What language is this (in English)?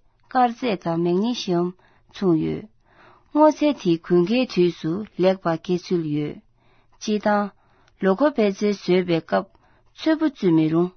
Tibetan